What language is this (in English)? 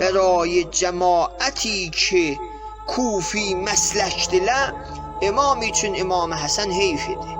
South Azerbaijani